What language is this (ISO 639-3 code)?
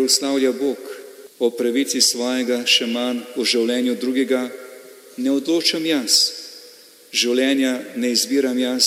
slv